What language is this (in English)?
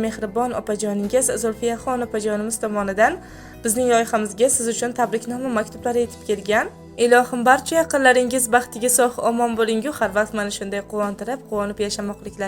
Uzbek